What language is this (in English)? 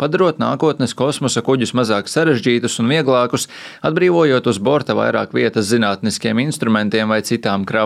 Latvian